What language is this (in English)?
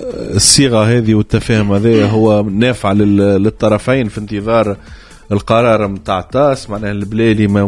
Tunisian Arabic